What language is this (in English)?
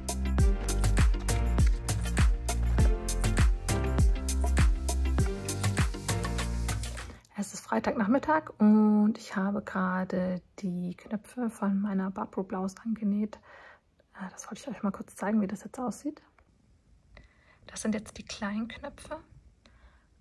German